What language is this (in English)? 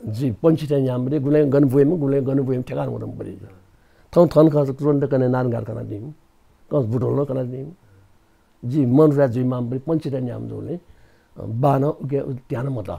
Newari